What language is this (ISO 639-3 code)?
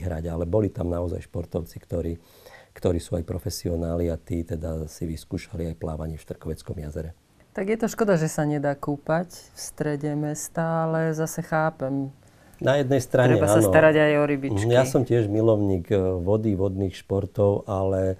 slk